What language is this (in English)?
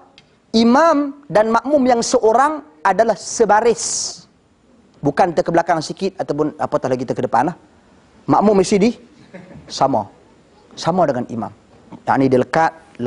Malay